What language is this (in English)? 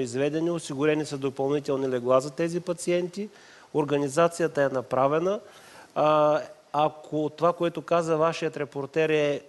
Bulgarian